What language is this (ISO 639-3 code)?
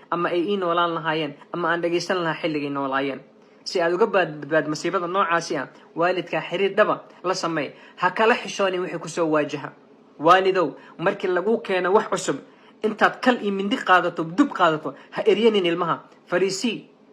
som